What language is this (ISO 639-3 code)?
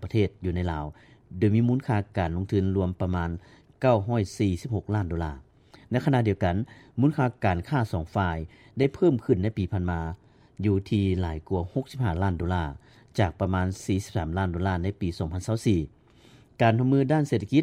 lao